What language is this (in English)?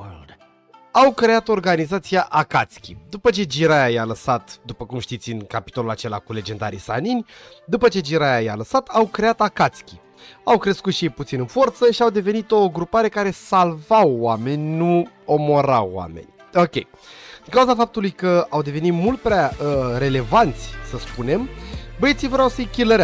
Romanian